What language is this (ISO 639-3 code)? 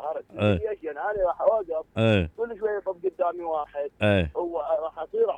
acm